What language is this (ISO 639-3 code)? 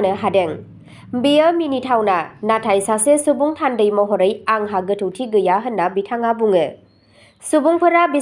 brx